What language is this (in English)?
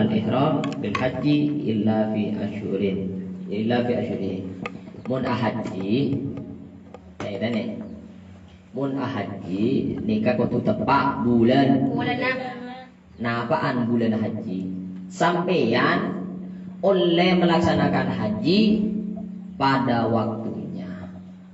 Madurese